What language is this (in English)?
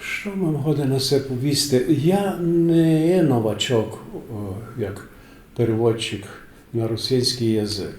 Rusyn